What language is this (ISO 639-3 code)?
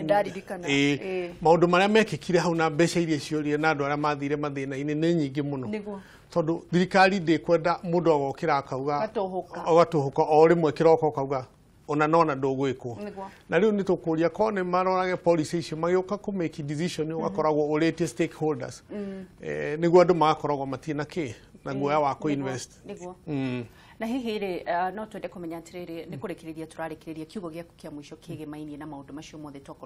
kik